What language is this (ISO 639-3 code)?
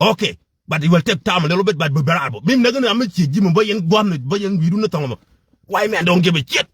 nus